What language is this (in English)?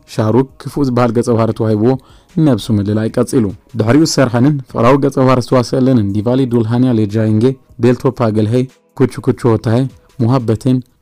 Tigrinya